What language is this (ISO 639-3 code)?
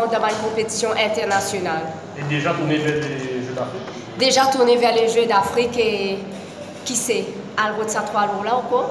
mfe